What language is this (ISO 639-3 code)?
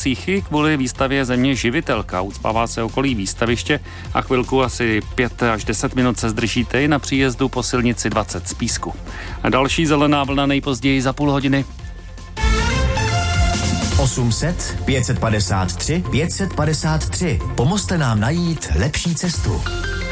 ces